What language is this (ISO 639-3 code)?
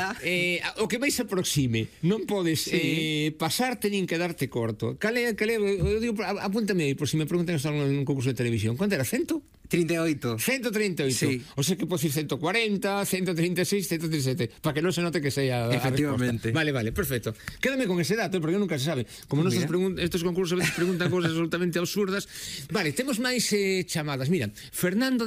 glg